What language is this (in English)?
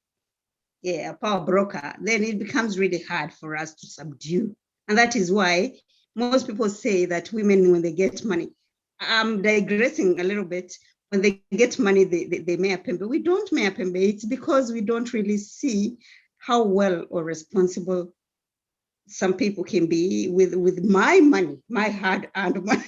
Kalenjin